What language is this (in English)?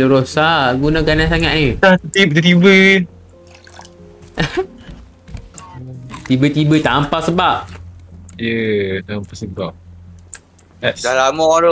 Malay